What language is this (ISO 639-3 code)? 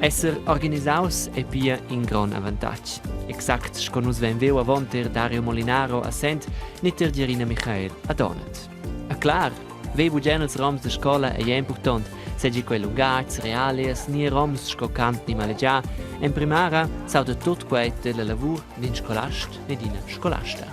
roh